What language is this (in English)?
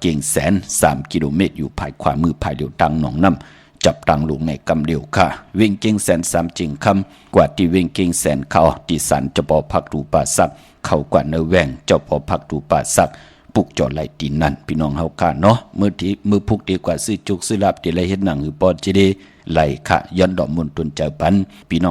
Shan